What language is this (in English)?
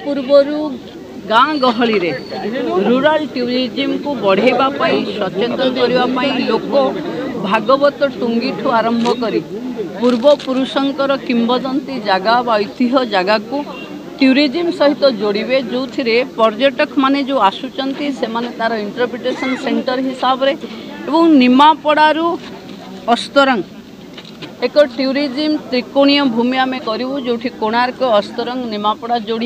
Odia